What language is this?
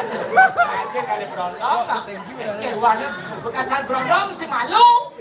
Balinese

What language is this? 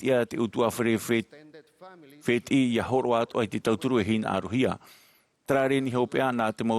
Tahitian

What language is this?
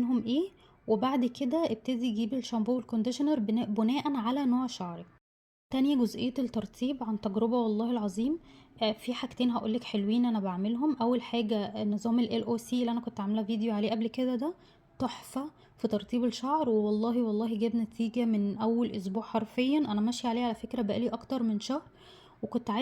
Egyptian Arabic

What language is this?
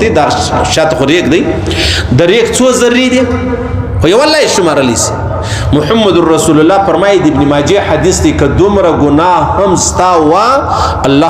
Pashto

